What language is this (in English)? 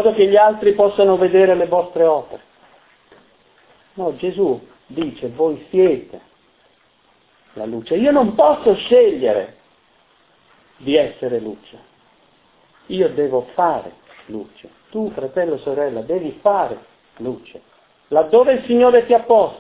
Italian